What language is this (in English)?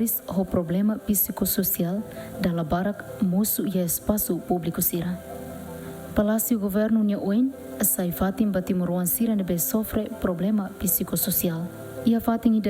Tetum